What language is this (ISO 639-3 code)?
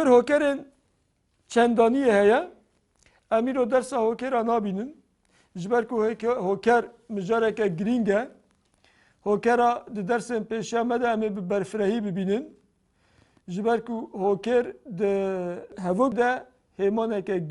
kur